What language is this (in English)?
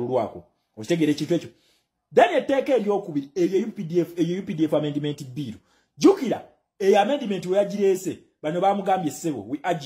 Ganda